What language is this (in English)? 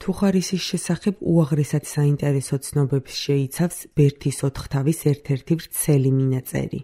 Georgian